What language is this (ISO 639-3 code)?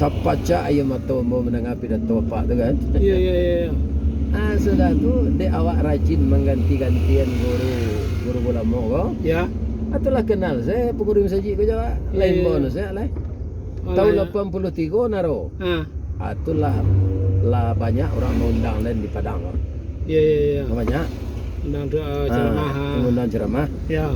min